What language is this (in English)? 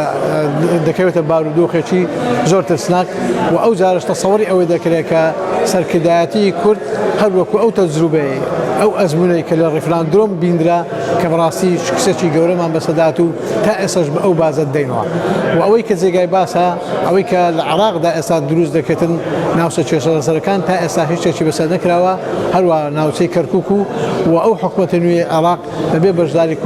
Central Kurdish